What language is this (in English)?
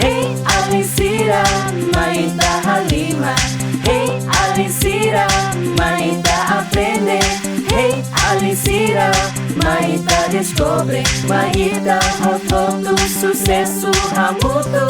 Tetum